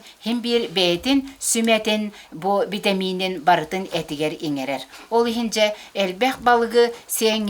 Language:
Yakut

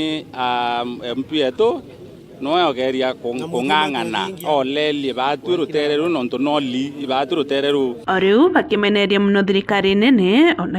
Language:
Meru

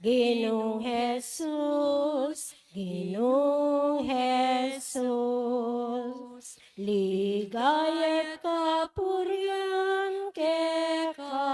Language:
Pampanga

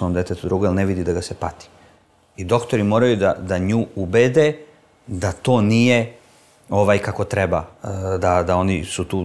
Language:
Serbian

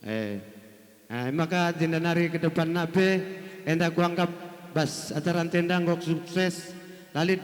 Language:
Batak Karo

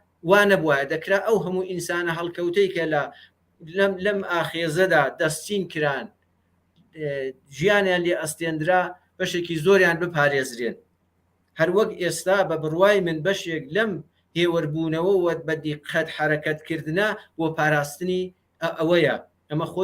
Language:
Central Kurdish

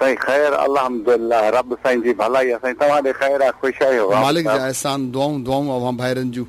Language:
Sindhi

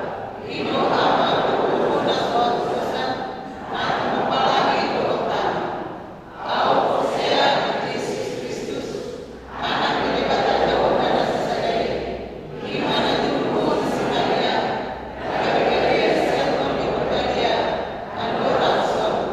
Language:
Batak Toba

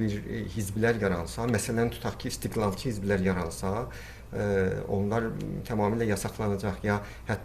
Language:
South Azerbaijani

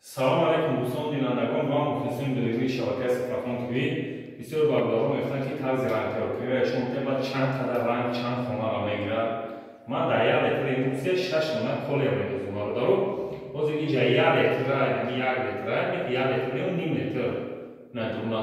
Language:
Tajik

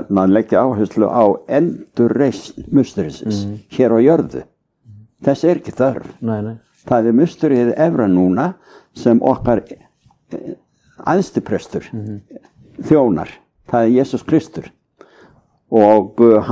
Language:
Icelandic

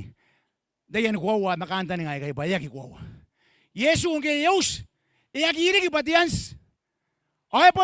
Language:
Gilbertese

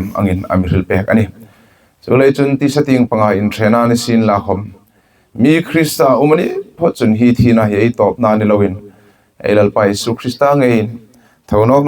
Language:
Hmar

